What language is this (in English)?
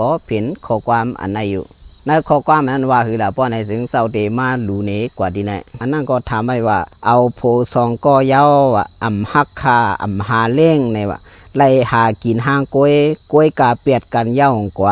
Shan